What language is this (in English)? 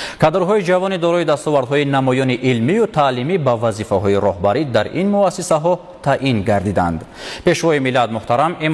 Tajik